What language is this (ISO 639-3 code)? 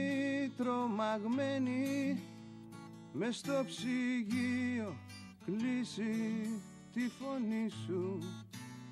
ell